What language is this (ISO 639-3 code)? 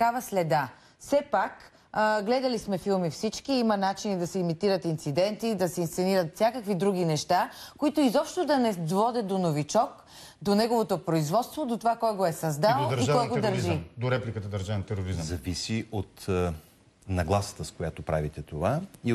bul